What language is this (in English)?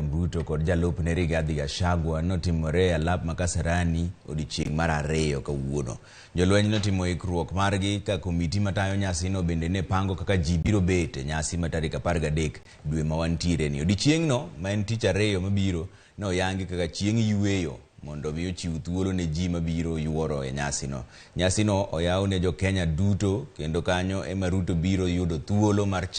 Luo (Kenya and Tanzania)